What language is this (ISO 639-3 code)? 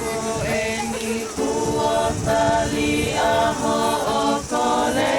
ton